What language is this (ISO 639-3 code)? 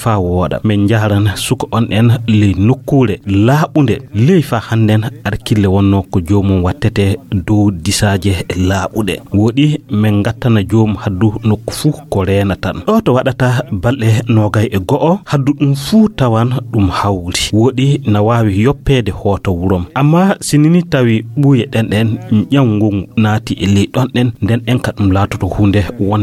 ful